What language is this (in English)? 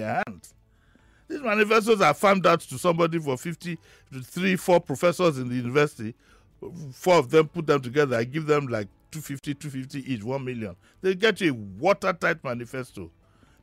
English